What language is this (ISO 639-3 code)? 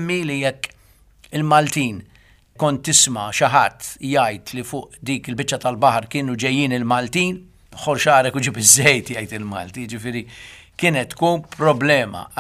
mlt